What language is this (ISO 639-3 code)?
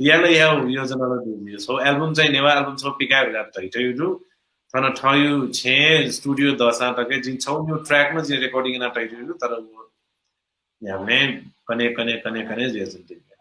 new